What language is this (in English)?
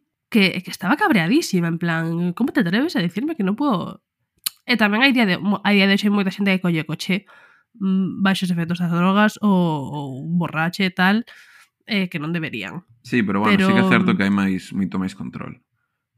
Galician